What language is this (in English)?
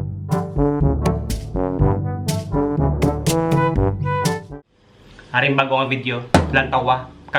Hiligaynon